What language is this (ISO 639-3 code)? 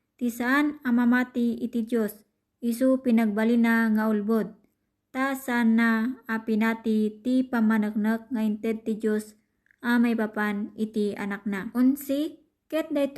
ilo